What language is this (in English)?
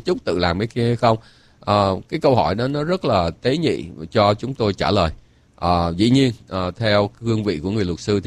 Vietnamese